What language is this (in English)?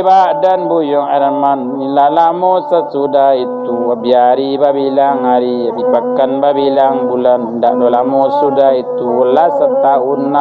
Minangkabau